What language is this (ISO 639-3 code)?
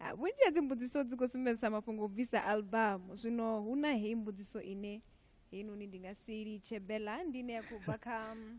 ven